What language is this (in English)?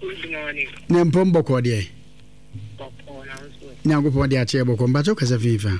Akan